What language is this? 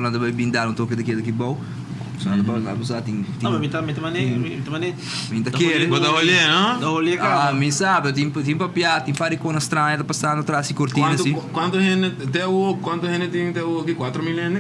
Papiamento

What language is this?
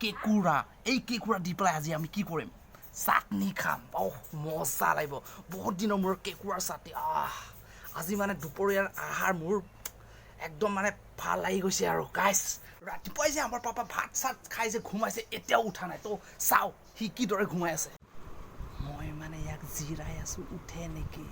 Assamese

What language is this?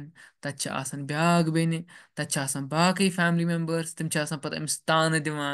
Kashmiri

